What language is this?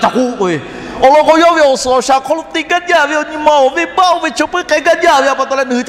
Lahu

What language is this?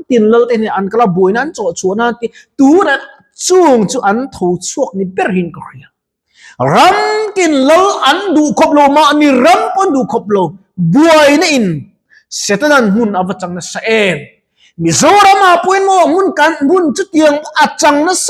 Mizo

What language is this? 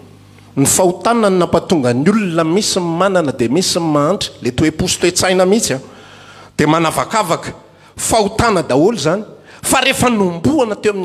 Malagasy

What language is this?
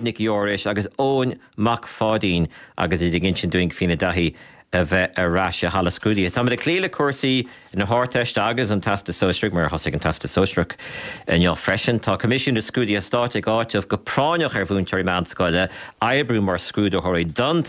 Irish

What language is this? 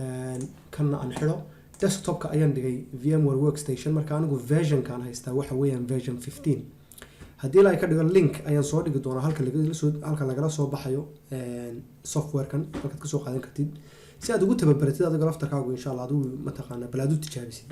Somali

